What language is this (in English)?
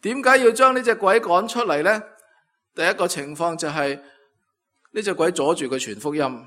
Cantonese